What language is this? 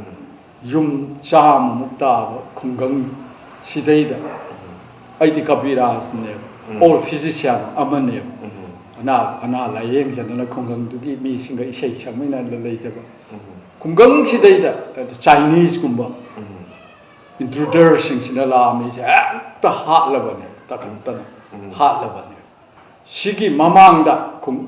Manipuri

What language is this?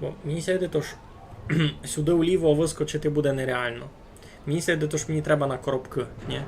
Rusyn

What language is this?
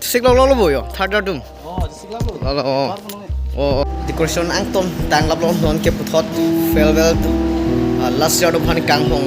Karbi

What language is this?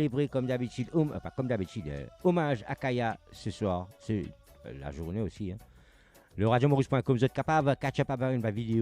Morisyen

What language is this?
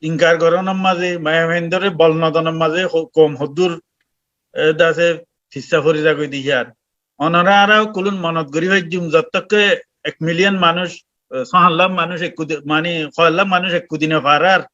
Rohingya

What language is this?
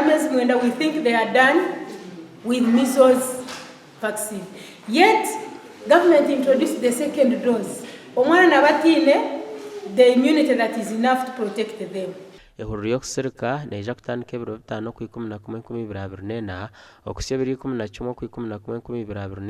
Nyankole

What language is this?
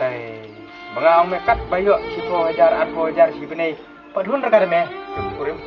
Khasi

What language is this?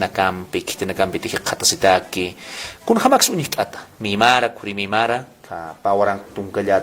Aymara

